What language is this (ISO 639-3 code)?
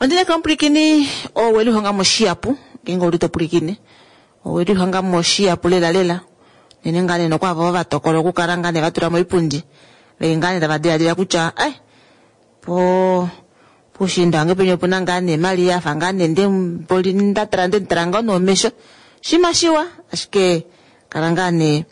kua